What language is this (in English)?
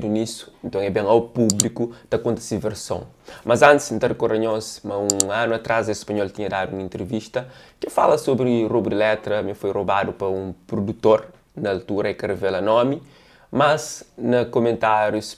Kabuverdianu